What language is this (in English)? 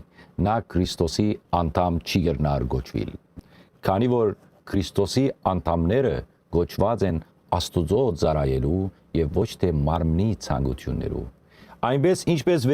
Western Armenian